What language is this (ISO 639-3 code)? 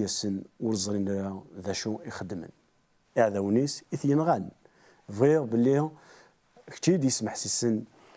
kab